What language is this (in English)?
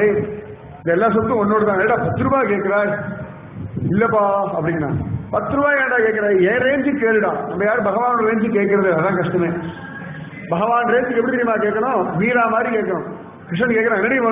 Tamil